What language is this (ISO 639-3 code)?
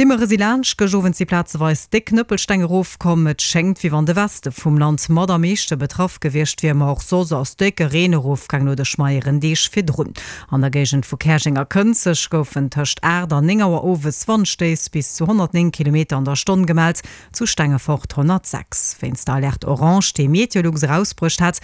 ltz